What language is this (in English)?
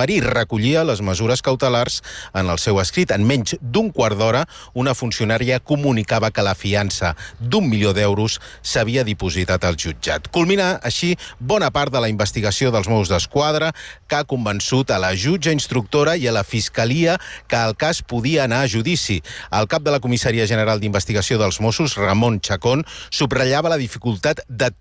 Catalan